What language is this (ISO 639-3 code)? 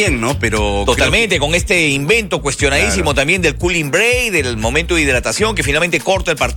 spa